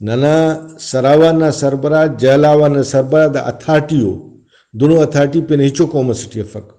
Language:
Brahui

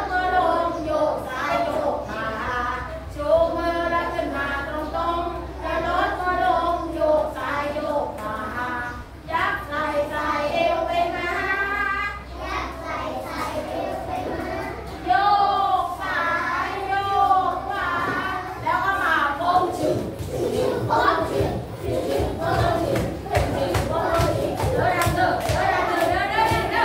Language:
Thai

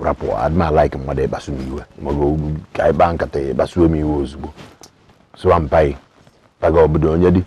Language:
Igbo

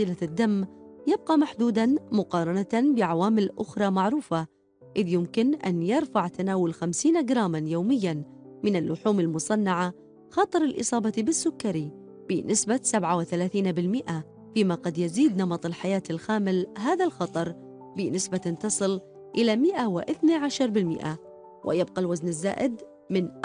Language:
Arabic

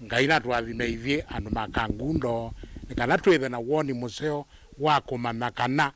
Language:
Kamba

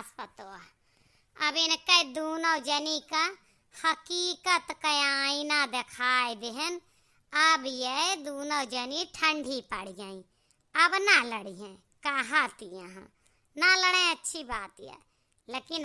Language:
Awadhi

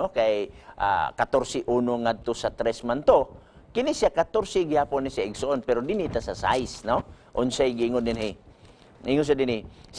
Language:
Cebuano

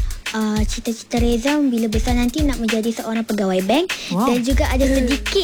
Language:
Malay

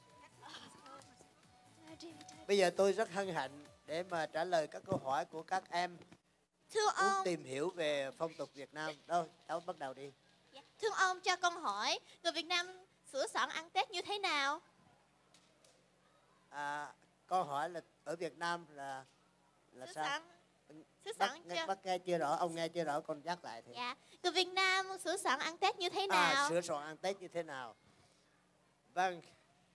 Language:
Vietnamese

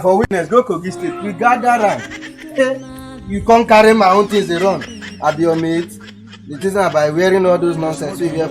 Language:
Nigerian Pidgin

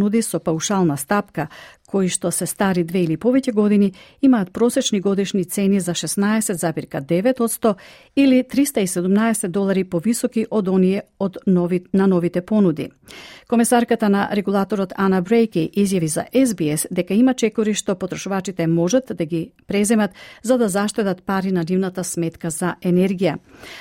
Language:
Macedonian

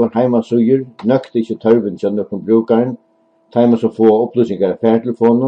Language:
Faroese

